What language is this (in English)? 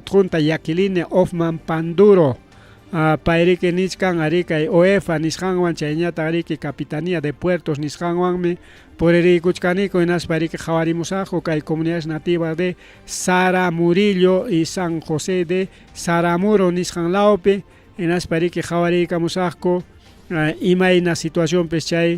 Ayacucho Quechua